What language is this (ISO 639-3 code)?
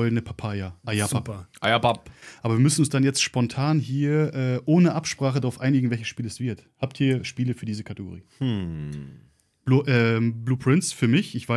deu